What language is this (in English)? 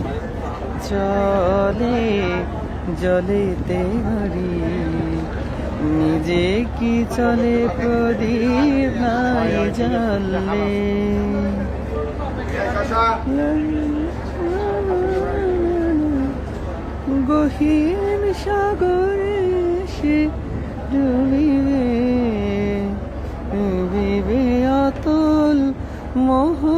Bangla